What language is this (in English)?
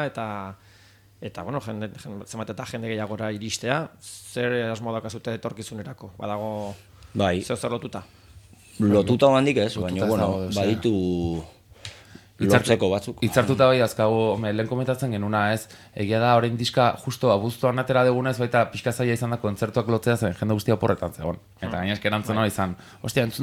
Basque